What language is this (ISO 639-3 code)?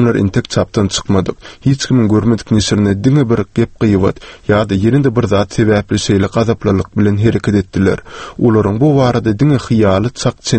tuk